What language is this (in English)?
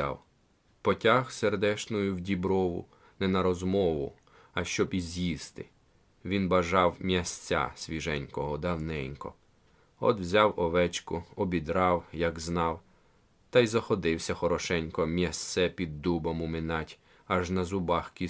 Ukrainian